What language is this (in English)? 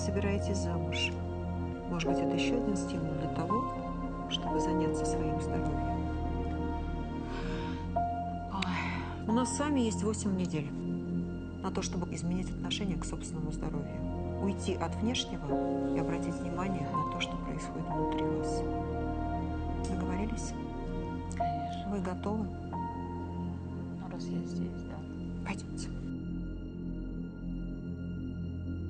Russian